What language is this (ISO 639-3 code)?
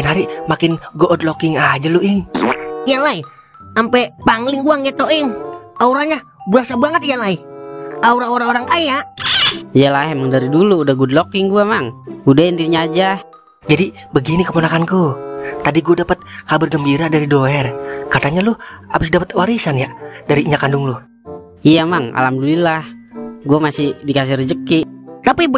bew